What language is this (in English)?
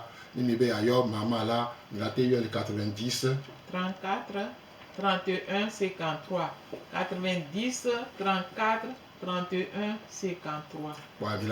Gen